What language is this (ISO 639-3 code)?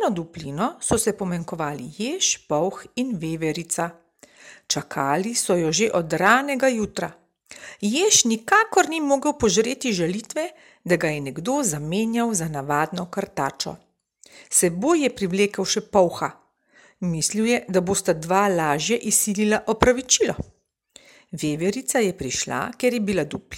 slv